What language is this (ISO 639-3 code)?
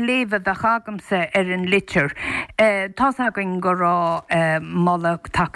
gle